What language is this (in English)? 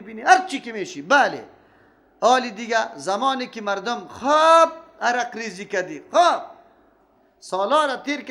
Persian